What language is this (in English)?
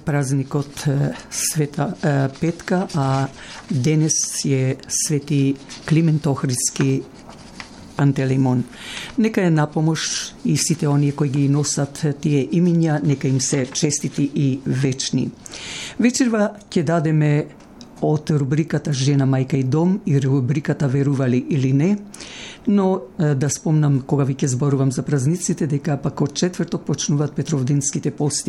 Macedonian